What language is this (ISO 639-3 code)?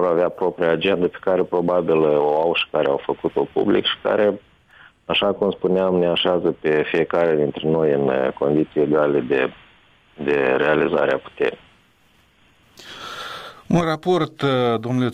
ron